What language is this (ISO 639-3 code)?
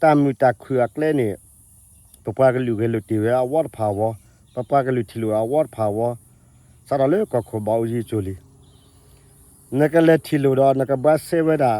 ksw